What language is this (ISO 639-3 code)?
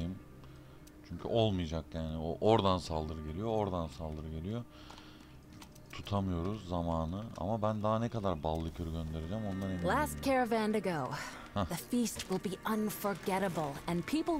tur